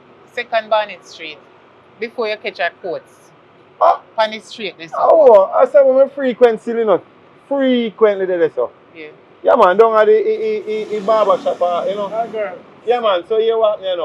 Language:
Jamaican Creole English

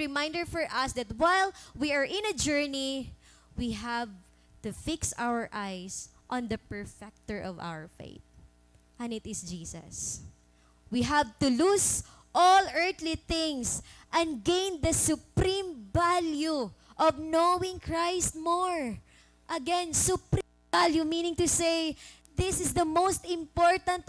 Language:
Waray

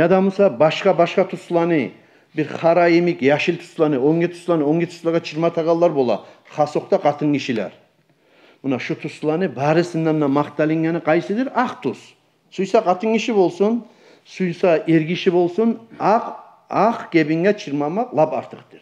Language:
Kumyk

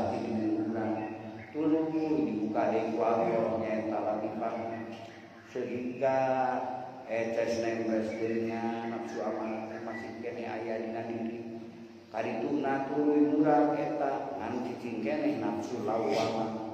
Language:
Sundanese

